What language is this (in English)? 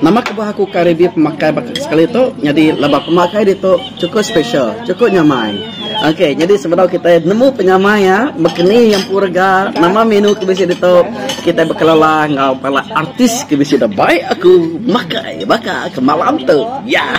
Iban